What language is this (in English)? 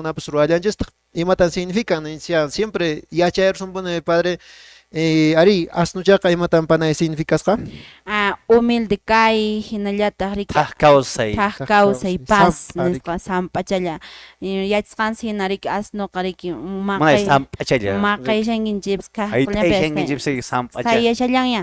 Quechua